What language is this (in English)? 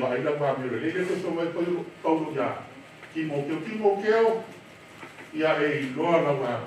Samoan